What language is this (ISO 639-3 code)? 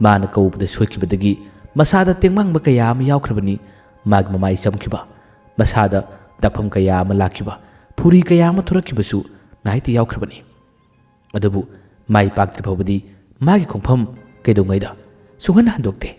mni